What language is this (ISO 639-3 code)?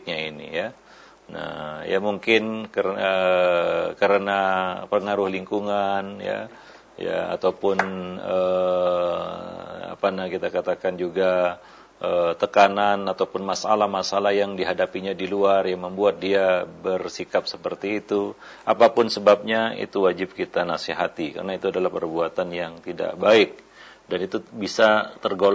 ind